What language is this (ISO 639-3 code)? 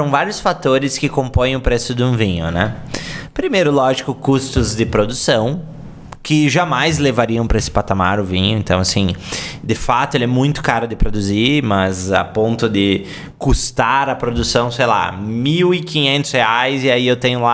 por